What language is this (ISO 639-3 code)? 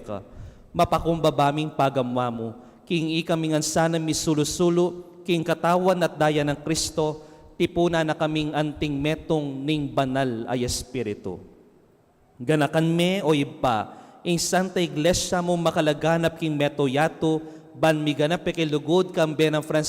pam